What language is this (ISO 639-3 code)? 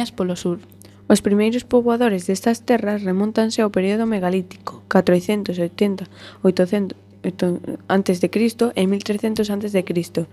glg